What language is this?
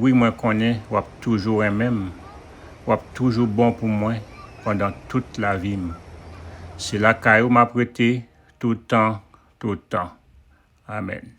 Haitian Creole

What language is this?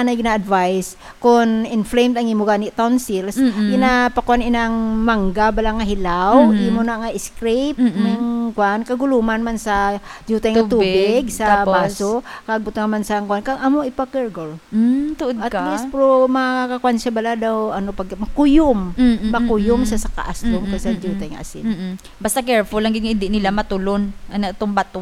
Hiligaynon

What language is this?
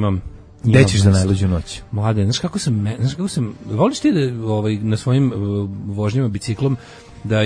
Serbian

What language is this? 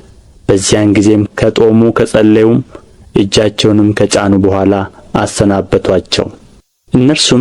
Amharic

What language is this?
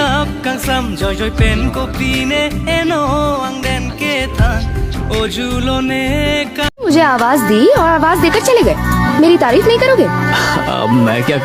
Karbi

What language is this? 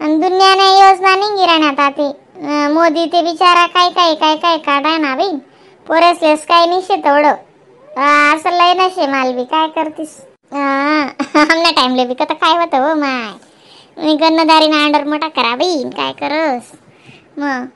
Khandesi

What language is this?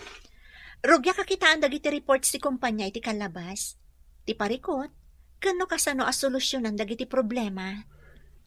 Iloko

